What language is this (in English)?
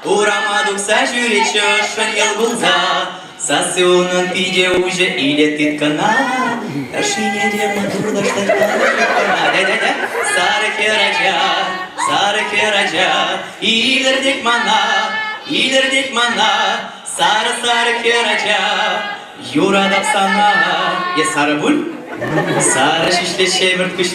Chuvash